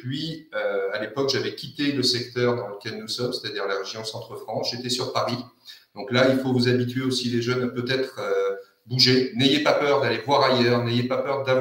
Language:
French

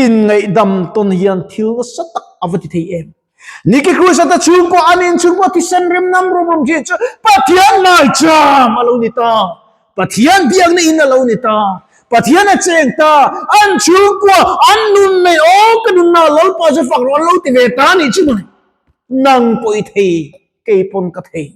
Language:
Mizo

